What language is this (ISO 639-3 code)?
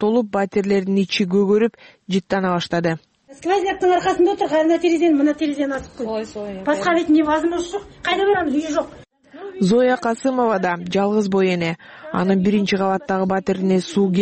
kir